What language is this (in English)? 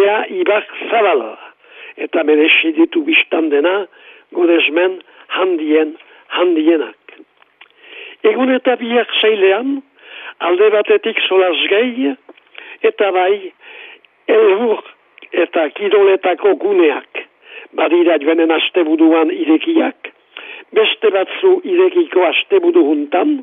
Basque